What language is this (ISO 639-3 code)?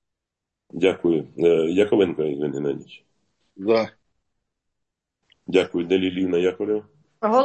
ukr